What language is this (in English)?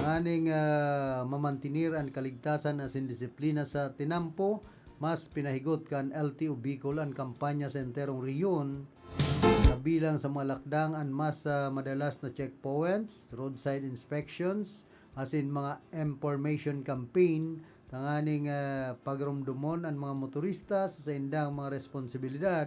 Bikol